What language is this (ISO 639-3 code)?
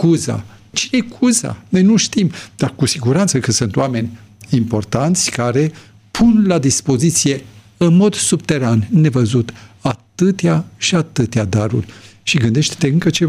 ron